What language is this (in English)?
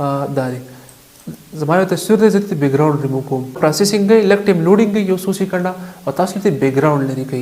Pashto